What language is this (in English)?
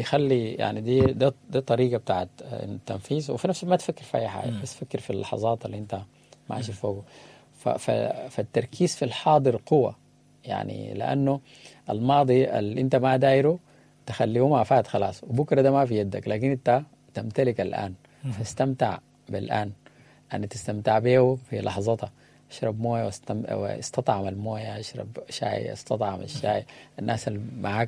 Sudanese Arabic